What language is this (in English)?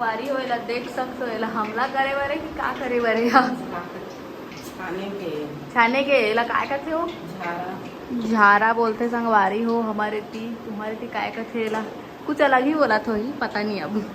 Chhattisgarhi